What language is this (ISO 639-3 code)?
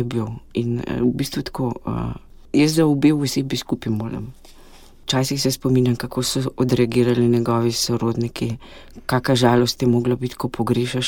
slv